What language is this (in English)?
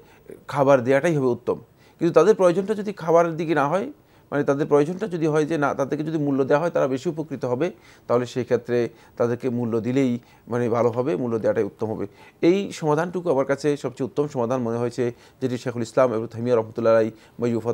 Bangla